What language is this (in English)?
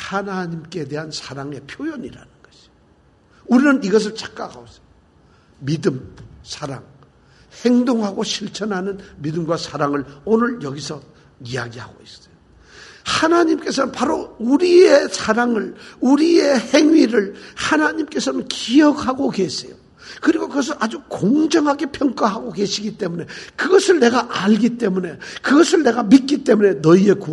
Korean